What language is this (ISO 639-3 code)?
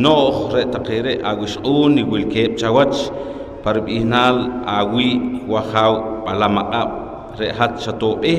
poh